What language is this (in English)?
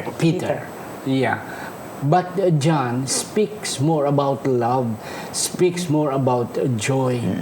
Hiligaynon